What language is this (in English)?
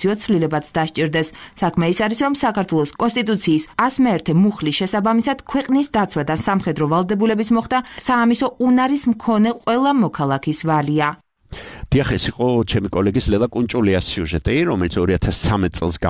Georgian